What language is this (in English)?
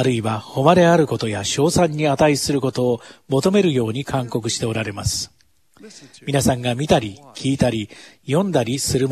Japanese